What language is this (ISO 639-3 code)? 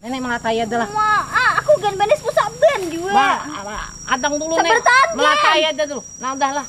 bjn